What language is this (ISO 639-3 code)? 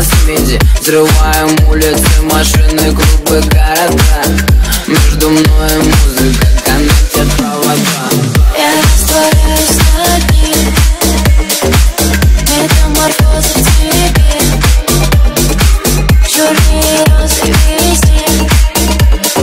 rus